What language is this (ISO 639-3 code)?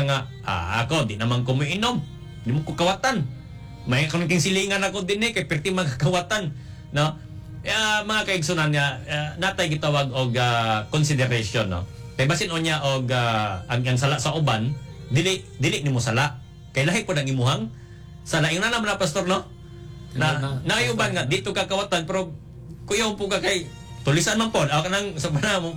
ceb